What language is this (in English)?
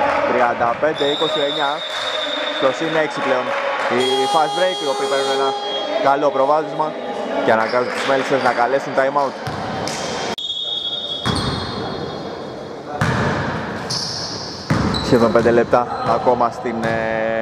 Greek